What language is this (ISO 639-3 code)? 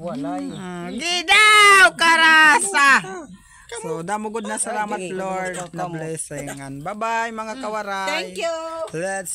war